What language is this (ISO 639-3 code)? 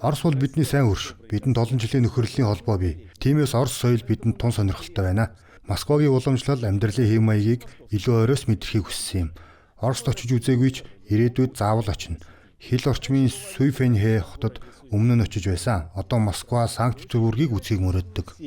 mon